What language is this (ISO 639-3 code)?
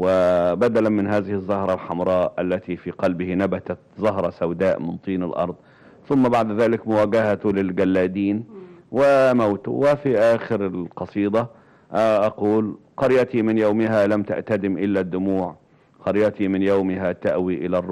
ara